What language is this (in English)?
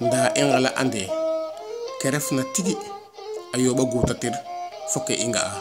Serer